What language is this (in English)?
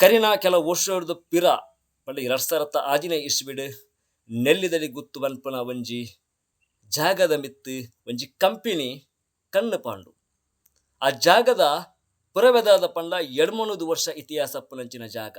Tulu